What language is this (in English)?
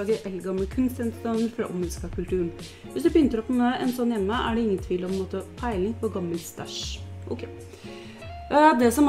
Norwegian